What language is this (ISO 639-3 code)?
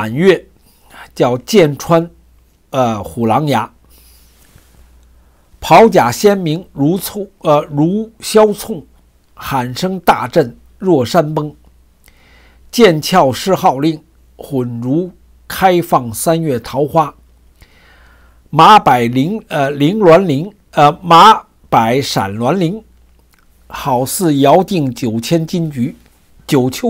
zho